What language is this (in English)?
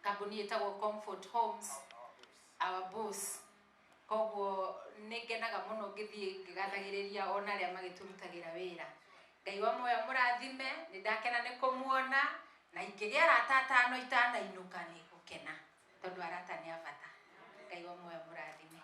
Kikuyu